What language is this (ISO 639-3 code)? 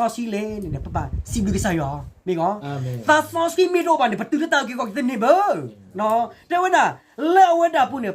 ksw